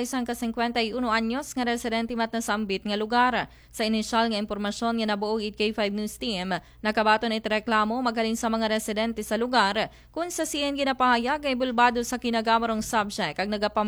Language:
Aklanon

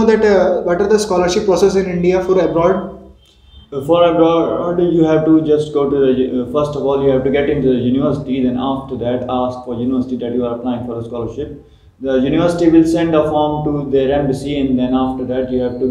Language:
English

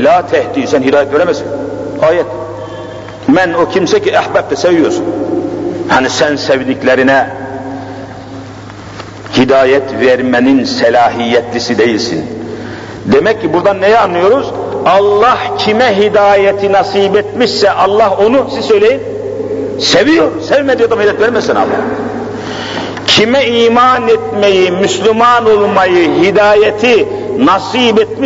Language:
Turkish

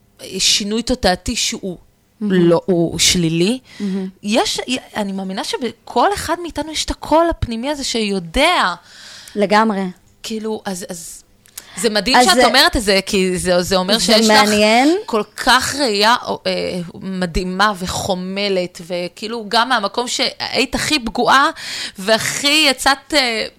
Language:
Hebrew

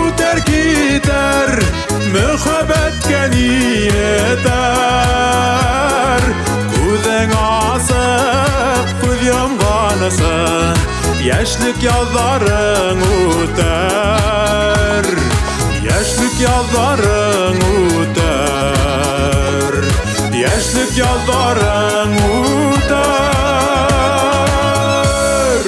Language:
Bashkir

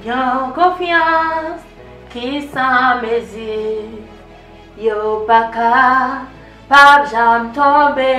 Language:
Haitian Creole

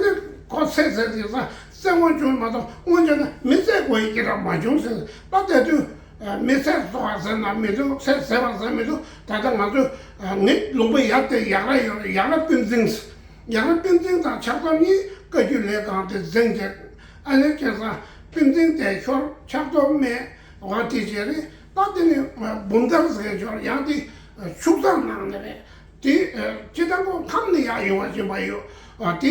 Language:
Tibetan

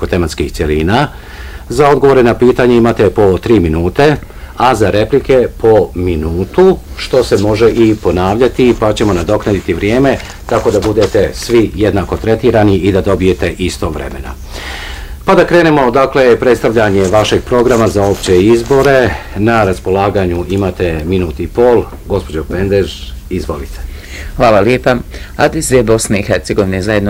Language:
Bosnian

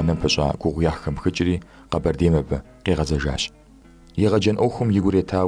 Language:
Kabardian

